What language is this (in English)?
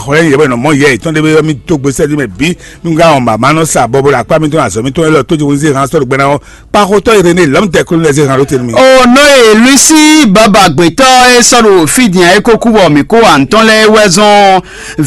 Fon